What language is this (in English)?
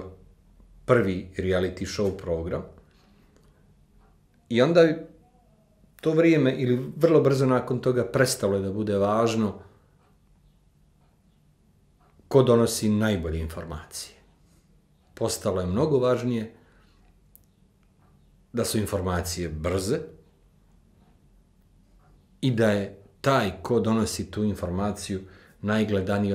Serbian